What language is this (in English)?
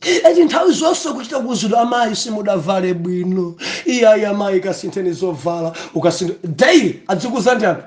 Nyanja